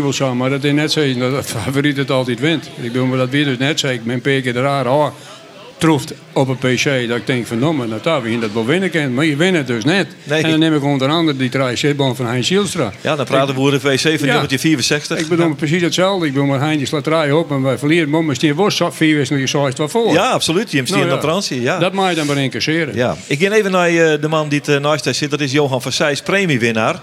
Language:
Western Frisian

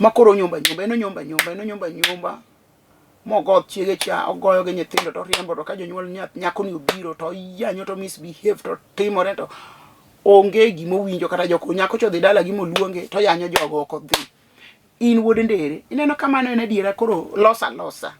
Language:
Luo (Kenya and Tanzania)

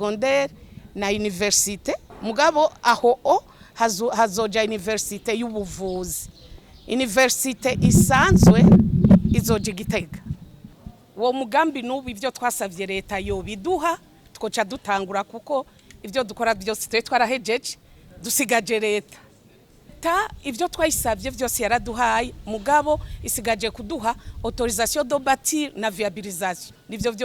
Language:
Rundi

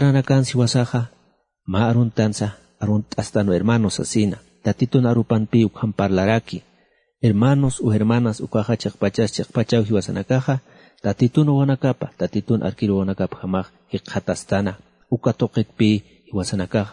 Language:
Aymara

